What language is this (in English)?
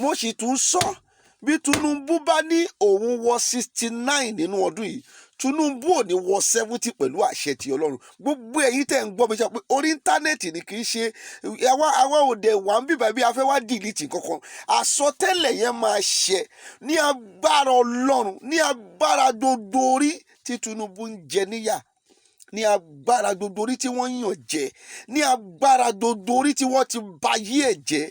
Yoruba